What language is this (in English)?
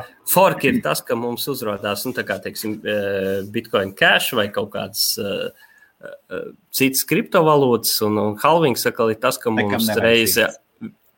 Latvian